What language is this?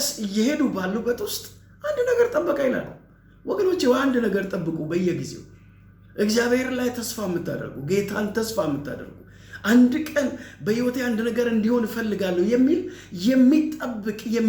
Amharic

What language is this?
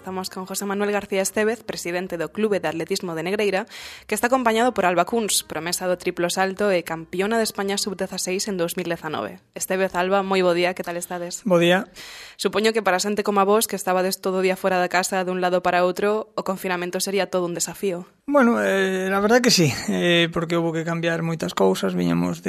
Galician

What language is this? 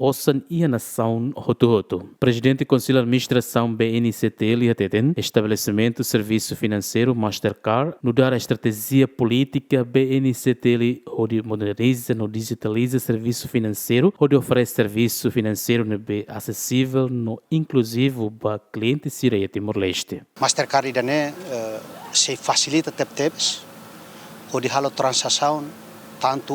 Tetum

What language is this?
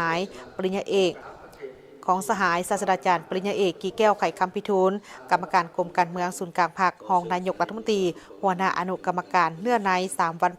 Lao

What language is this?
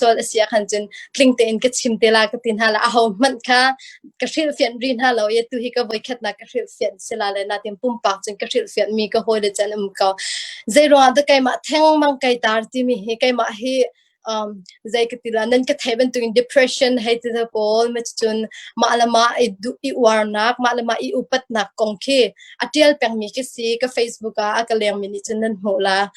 Hakha Chin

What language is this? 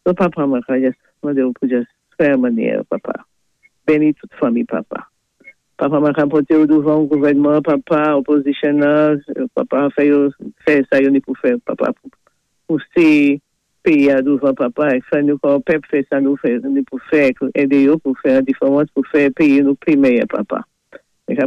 Saint Lucian Creole French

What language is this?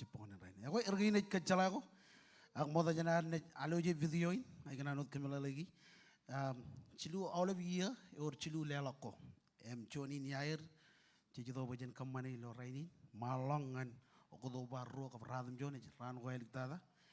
Marshallese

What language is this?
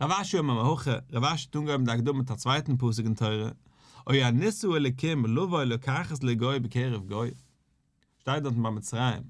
Yiddish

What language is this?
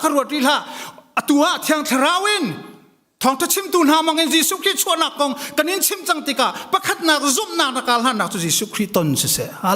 Hakha Chin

